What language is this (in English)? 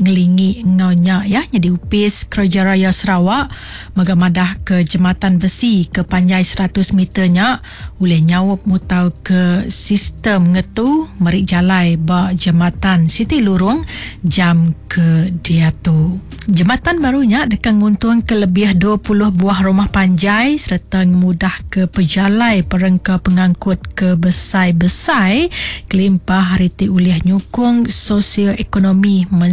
Iban